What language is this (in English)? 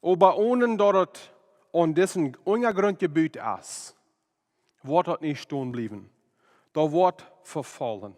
Plautdietsch